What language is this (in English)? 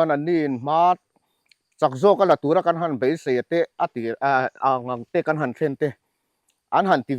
Mizo